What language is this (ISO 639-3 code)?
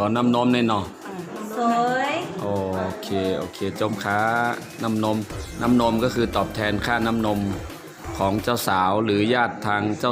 shn